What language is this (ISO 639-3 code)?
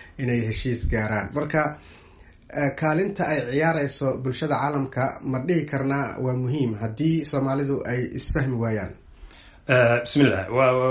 som